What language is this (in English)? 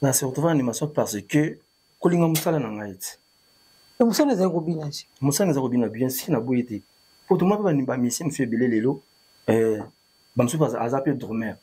Lingala